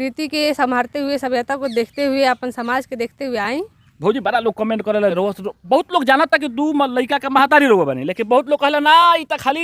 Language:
Bhojpuri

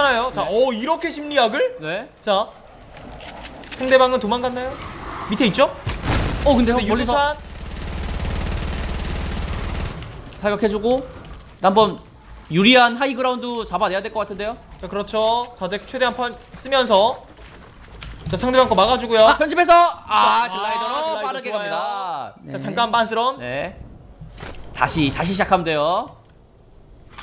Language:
Korean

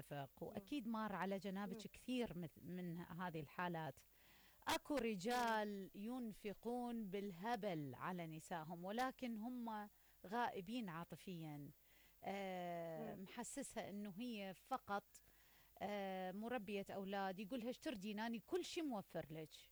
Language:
Mesopotamian Arabic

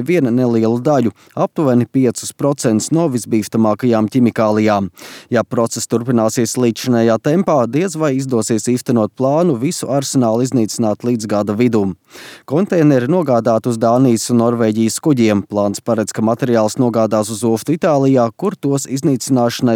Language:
Latvian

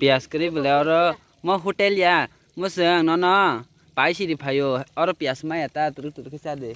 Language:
Kok Borok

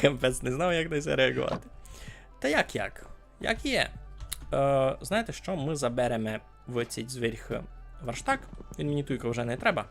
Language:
Rusyn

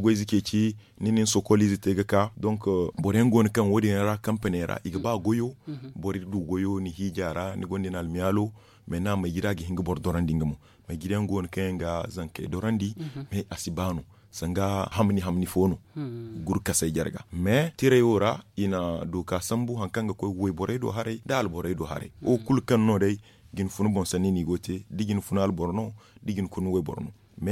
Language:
Zarma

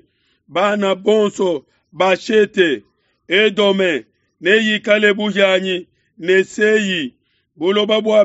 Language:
Luba-Lulua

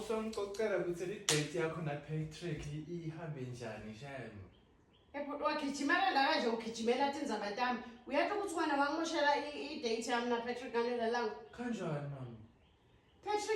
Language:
Zulu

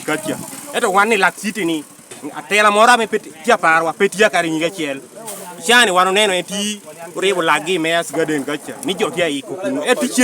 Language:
Lango (Uganda)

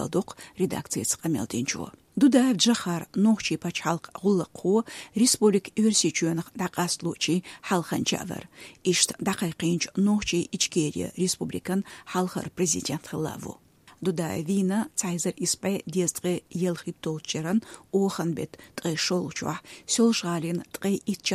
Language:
Chechen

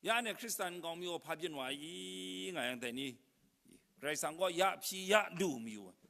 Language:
Kachin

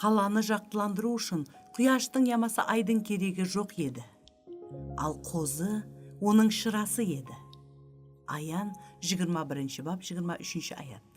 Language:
Kara-Kalpak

